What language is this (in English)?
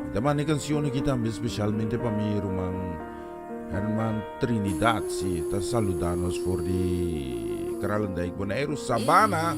Papiamento